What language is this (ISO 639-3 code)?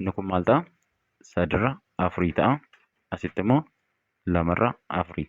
orm